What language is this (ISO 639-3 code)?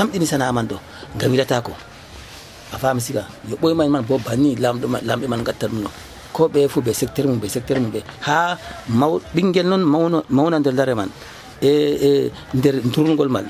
fuv